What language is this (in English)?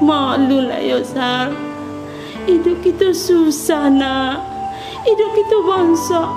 Minangkabau